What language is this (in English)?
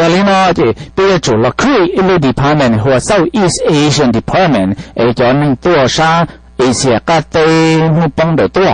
Hmong